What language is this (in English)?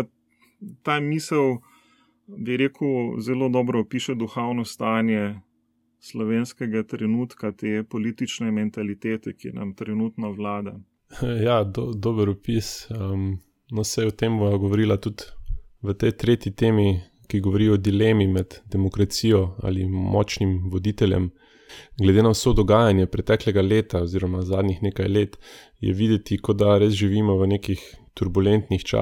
Slovenian